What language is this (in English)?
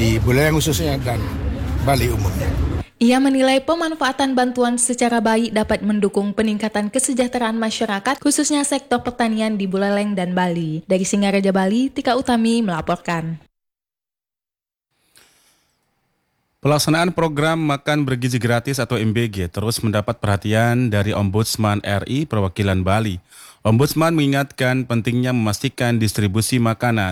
Indonesian